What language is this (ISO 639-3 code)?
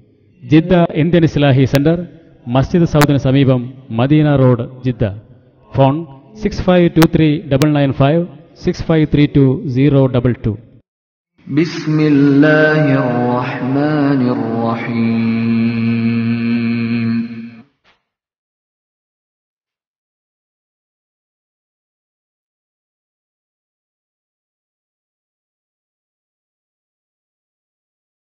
mal